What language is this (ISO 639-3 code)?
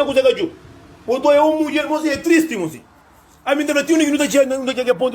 kea